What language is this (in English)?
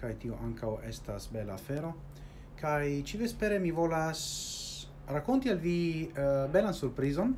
Esperanto